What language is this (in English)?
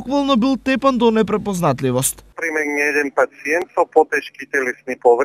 Macedonian